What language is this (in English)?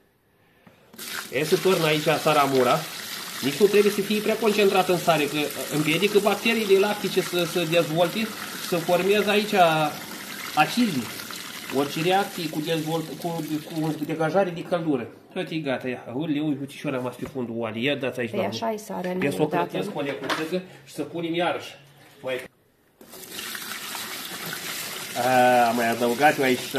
Romanian